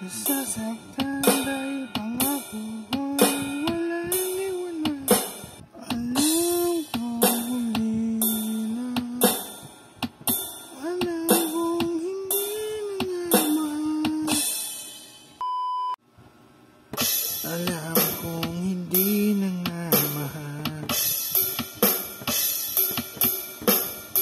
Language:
Filipino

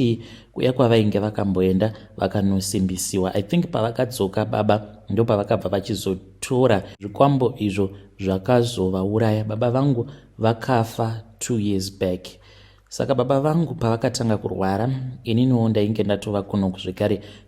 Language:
Shona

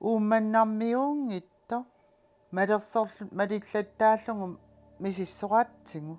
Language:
Kalaallisut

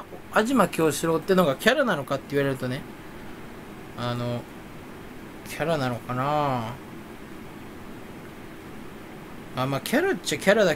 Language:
Japanese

